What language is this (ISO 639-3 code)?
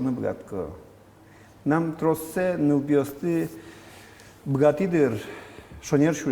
udm